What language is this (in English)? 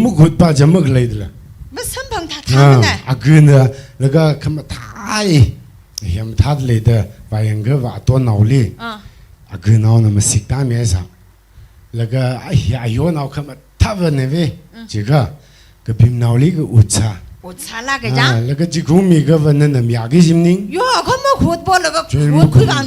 Tangkhul Naga (India)